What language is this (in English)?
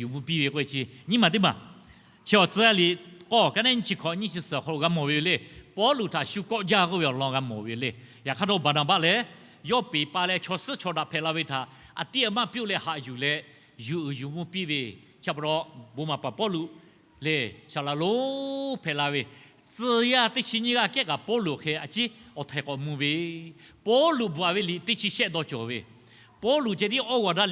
Lahu